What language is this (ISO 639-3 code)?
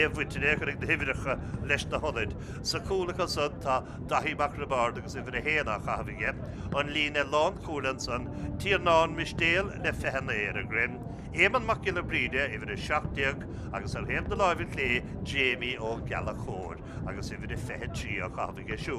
gle